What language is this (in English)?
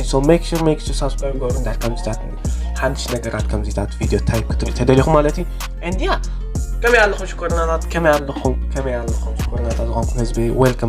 Tigrinya